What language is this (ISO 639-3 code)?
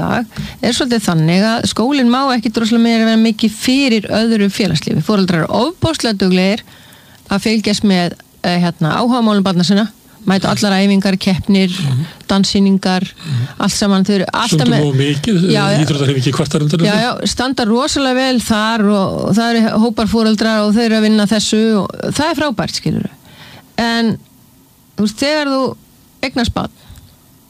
isl